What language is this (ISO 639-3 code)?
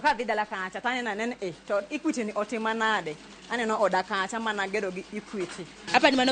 luo